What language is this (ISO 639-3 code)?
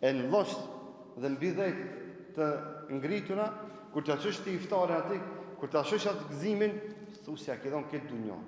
sqi